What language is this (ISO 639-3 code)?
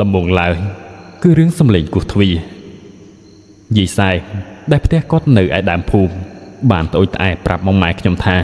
khm